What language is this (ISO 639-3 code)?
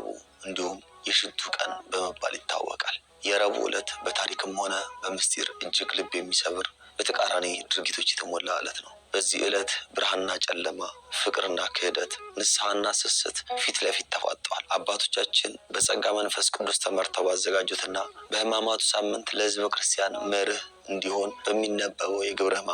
amh